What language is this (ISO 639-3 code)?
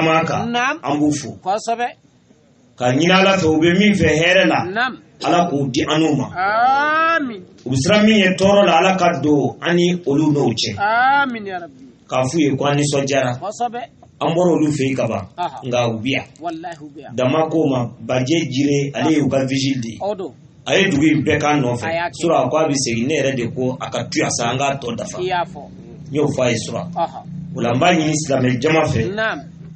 bam